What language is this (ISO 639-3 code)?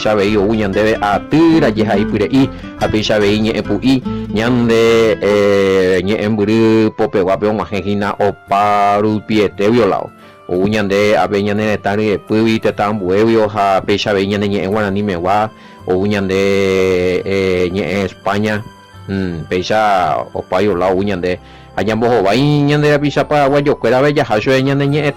grn